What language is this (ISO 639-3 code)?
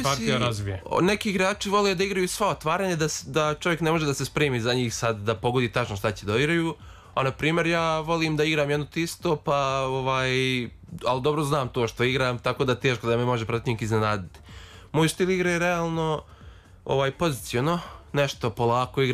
srp